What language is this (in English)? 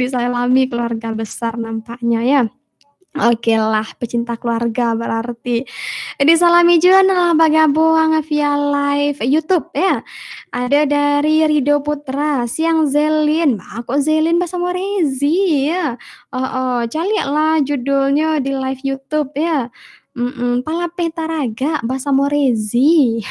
Minangkabau